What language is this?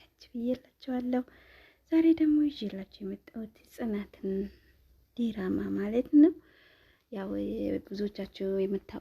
Amharic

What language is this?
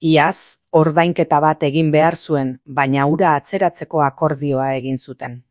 Basque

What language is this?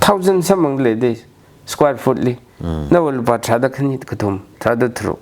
Tangkhul Naga (India)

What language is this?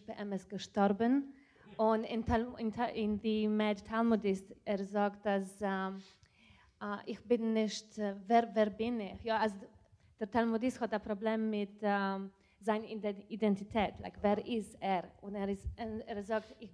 Yiddish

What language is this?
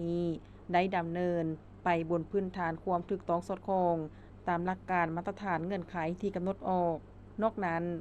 Lao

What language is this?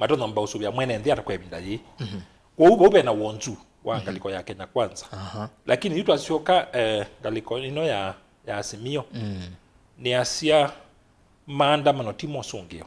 Kamba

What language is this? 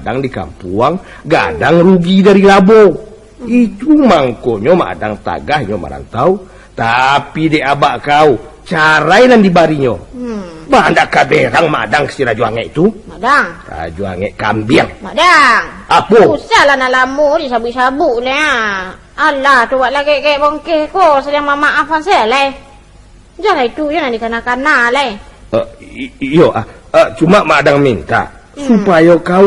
Minangkabau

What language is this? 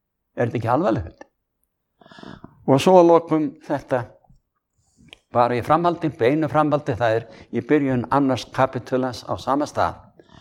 Icelandic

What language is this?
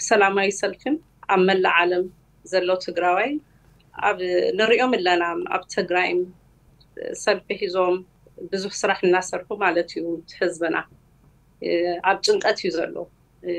Tigrinya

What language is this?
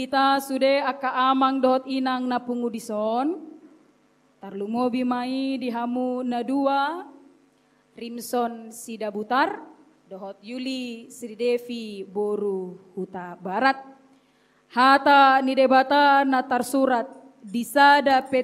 Batak Toba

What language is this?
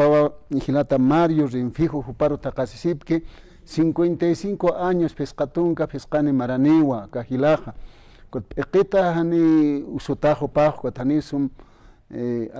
Aymara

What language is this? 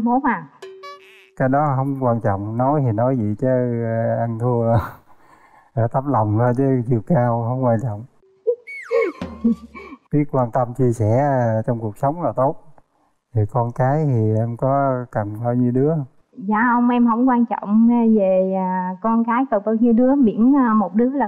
Vietnamese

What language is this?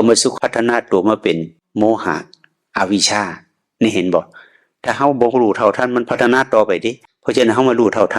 Northeastern Thai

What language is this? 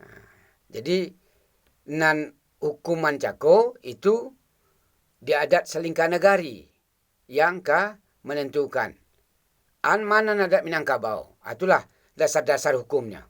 Minangkabau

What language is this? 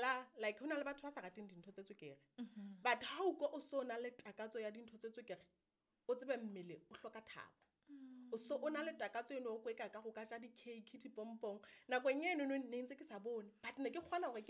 Southern Sotho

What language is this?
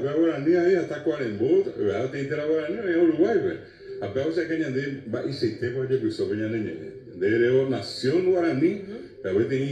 Guarani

